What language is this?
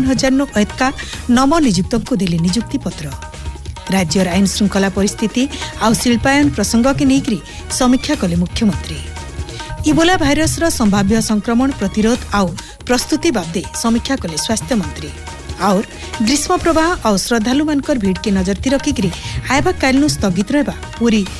Odia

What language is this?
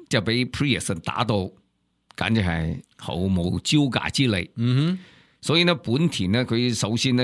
Cantonese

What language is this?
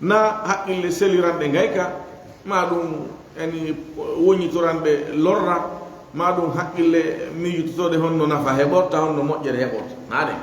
Fula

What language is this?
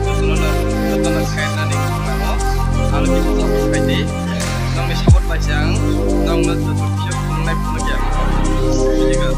Kok Borok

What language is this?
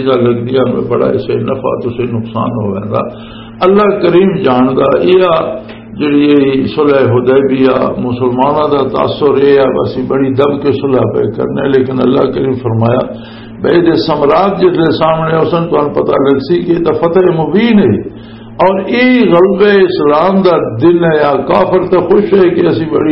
Western Panjabi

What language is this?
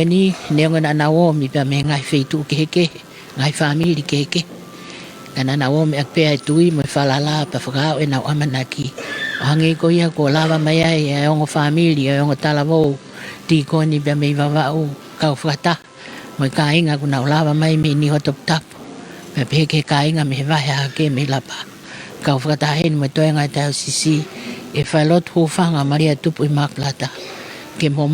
Tongan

